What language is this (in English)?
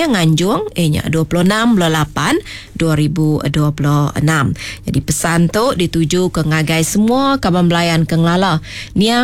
Iban